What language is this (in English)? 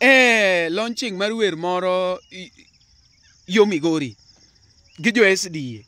Luo (Kenya and Tanzania)